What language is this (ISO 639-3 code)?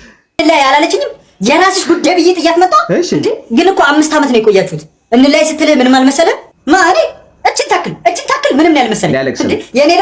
amh